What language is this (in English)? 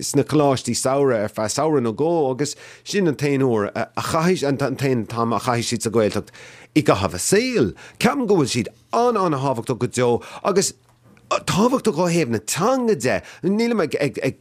Irish